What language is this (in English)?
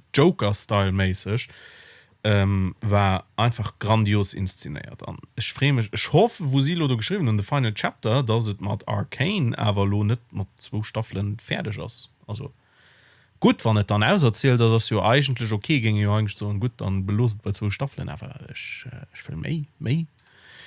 Luxembourgish